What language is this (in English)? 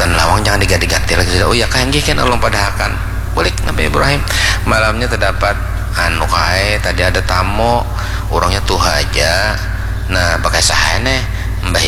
Banjar